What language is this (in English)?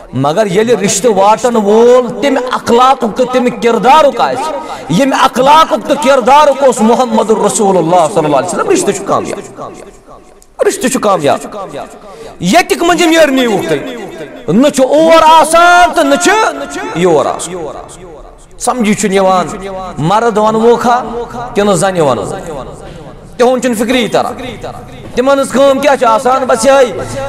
Kashmiri